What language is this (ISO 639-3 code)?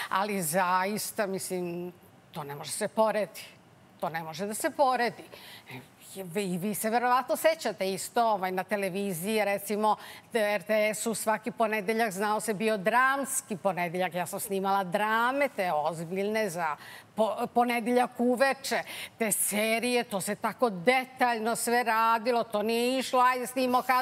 srp